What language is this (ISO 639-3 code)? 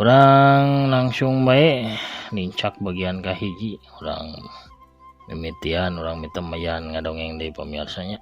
sun